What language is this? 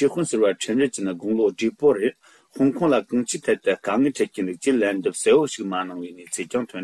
Tibetan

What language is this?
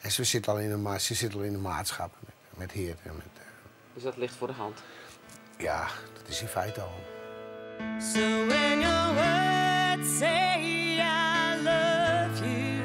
Western Frisian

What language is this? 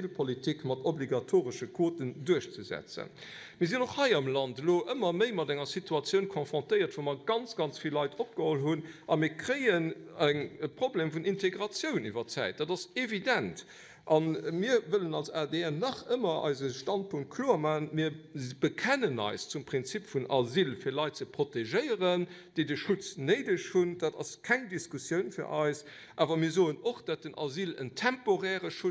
Luxembourgish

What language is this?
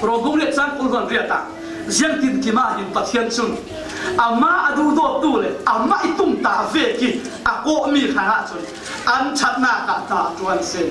Falam Chin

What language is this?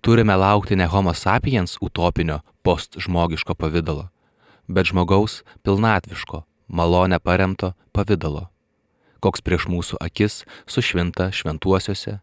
Lithuanian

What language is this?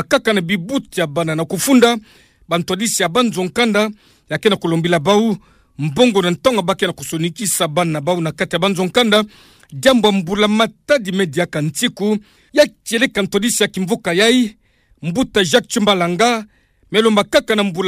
Kituba (Democratic Republic of Congo)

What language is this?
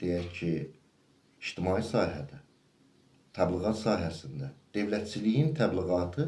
Azerbaijani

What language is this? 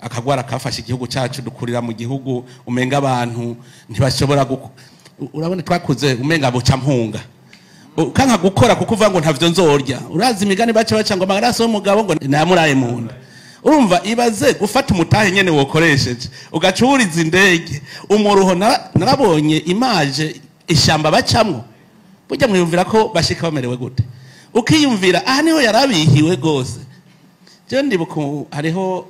Rundi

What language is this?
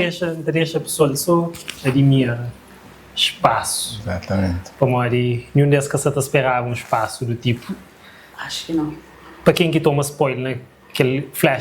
Kabuverdianu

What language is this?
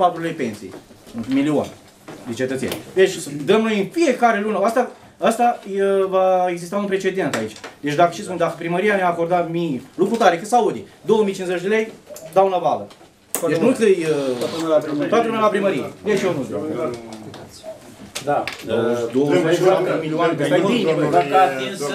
Romanian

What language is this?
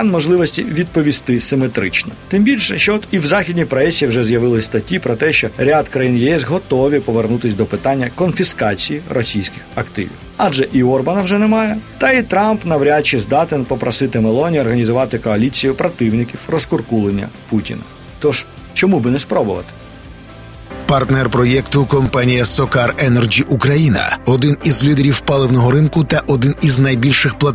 Ukrainian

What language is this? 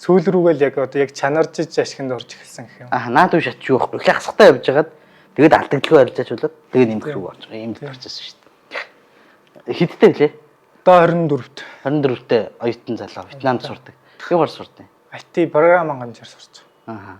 Mongolian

